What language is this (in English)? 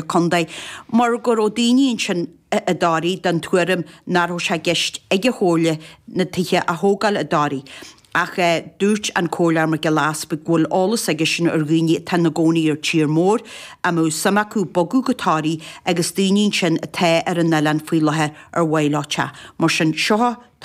Irish